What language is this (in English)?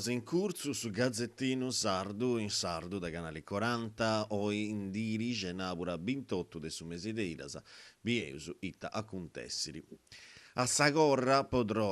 Sardinian